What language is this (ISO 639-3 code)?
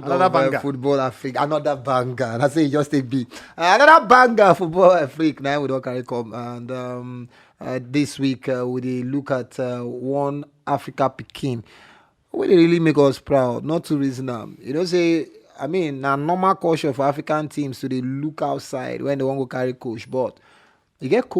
pcm